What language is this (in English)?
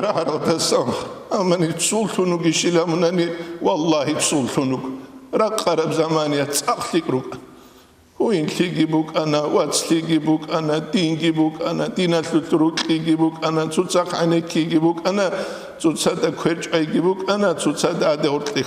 Avaric